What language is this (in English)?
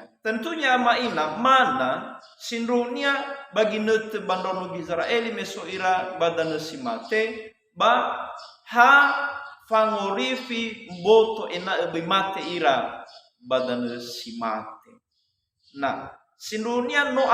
Nias